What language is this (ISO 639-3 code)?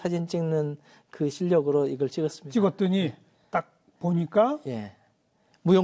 kor